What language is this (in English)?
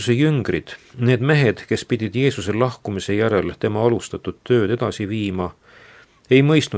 Estonian